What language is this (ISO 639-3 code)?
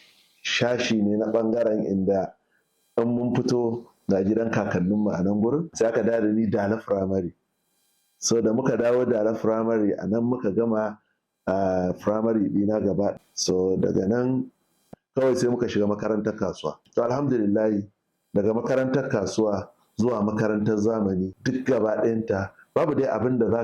hau